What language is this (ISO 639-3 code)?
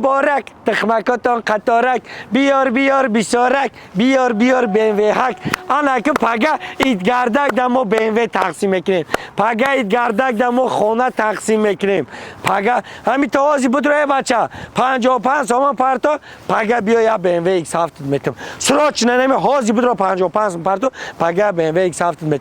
tgk